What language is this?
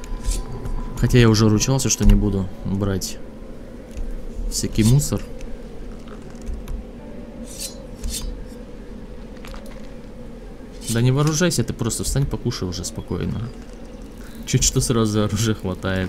Russian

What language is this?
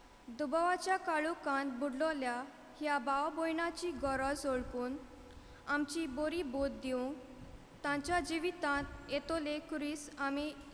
Konkani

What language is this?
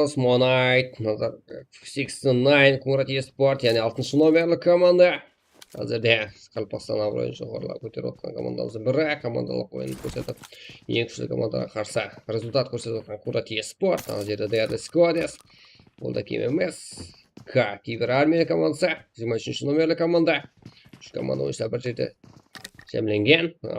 Kara-Kalpak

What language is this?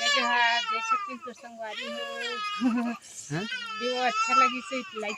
Chhattisgarhi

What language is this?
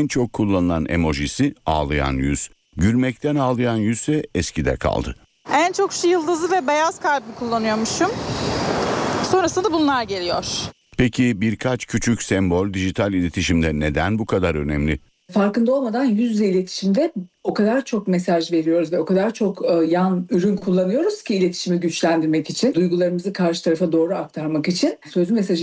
Turkish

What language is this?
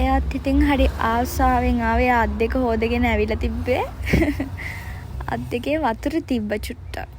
Sinhala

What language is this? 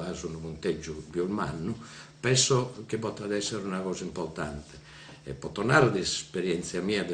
Sardinian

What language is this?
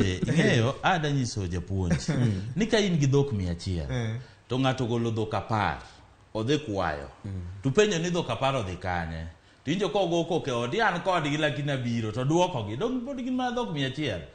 Luo (Kenya and Tanzania)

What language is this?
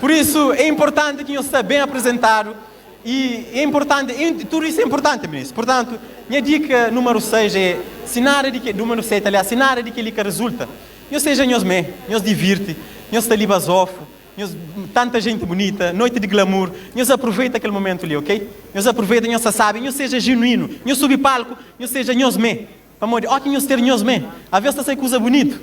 Kabuverdianu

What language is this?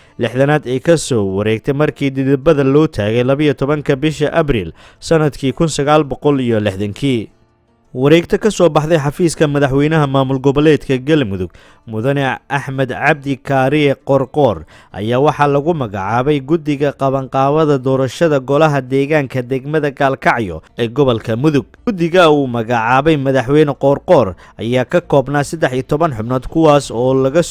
Somali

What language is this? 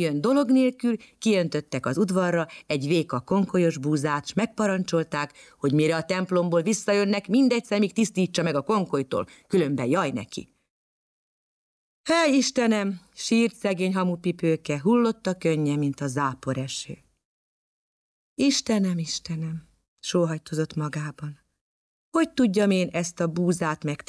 Hungarian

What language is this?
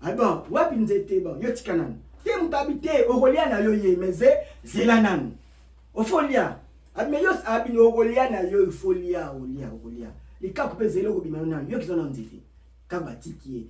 Lingala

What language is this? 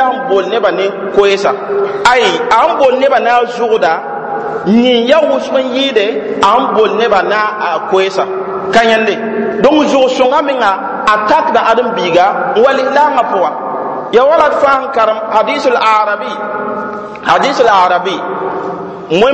Mossi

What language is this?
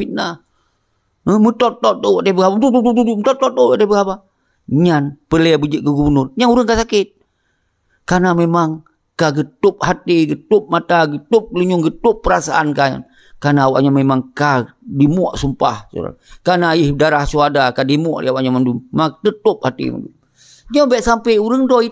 Achinese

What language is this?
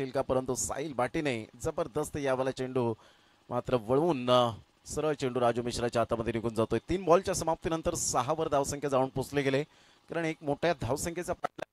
Marathi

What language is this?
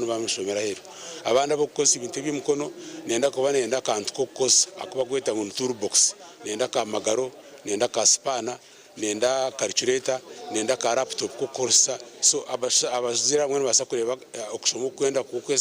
Nyankole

